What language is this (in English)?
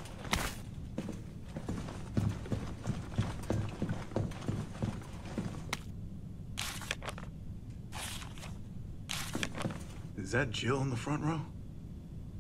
English